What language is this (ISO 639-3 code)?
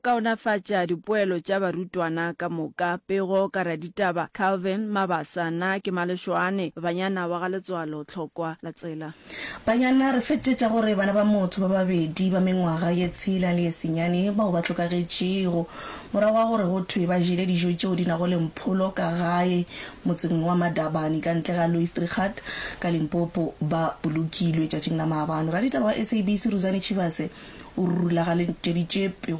nso